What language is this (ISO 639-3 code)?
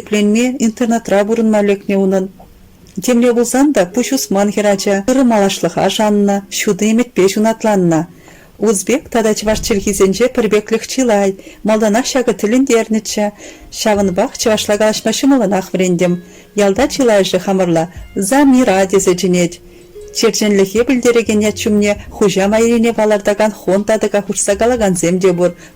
chv